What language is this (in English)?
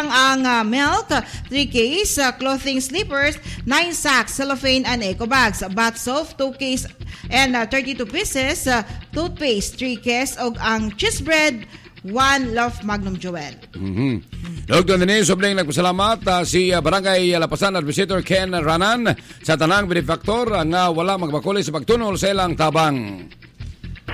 Cebuano